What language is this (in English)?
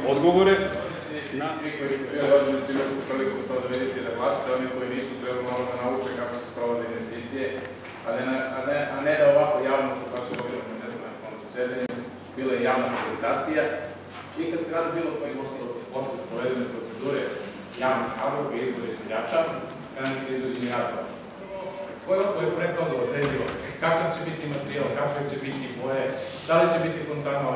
Macedonian